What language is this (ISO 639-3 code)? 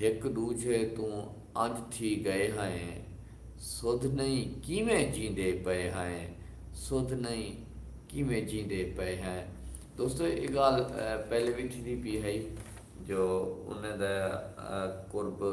skr